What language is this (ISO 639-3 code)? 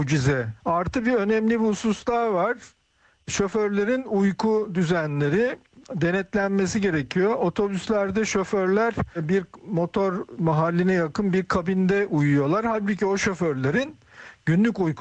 tur